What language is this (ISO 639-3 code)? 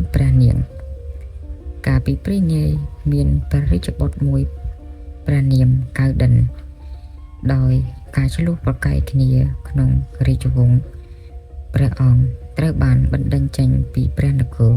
khm